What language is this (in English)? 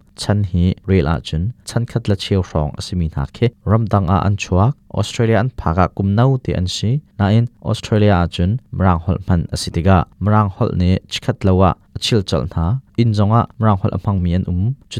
Hakha Chin